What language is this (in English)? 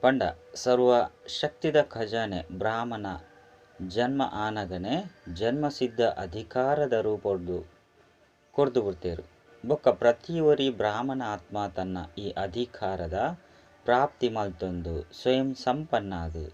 Tulu